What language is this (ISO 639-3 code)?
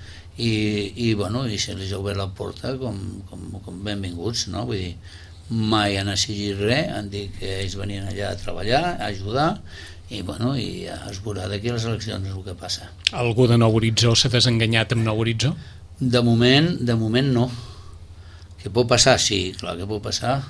cat